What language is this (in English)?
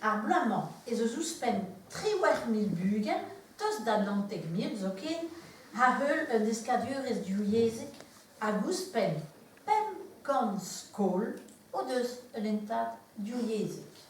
Breton